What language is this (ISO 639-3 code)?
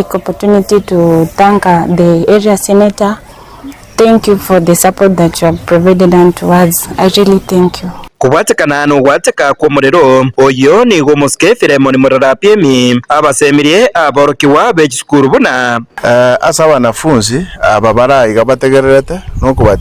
guz